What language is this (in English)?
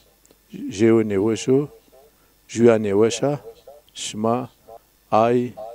Zaza